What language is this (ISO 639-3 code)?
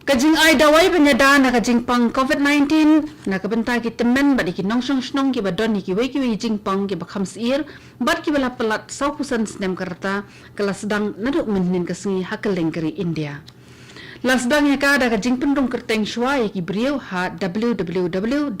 kha